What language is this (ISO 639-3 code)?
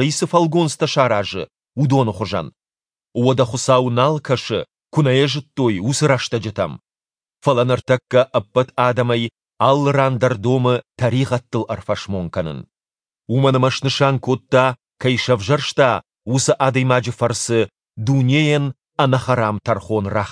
oss